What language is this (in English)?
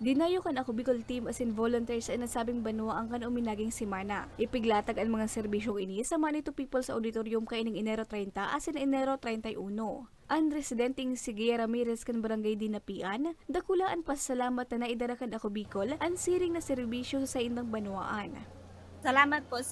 Bikol